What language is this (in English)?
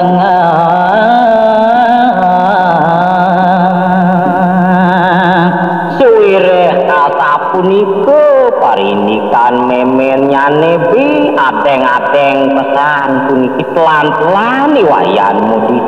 Balinese